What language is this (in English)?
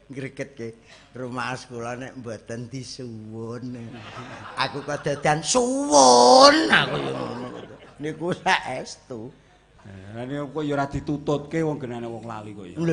Javanese